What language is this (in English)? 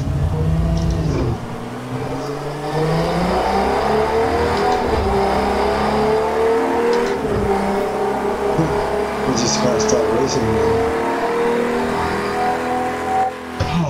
English